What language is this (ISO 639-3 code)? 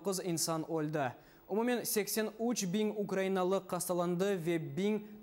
crh